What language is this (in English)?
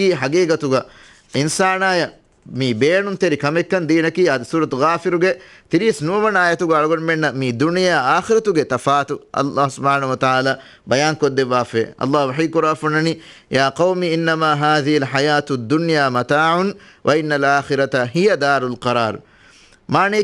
Divehi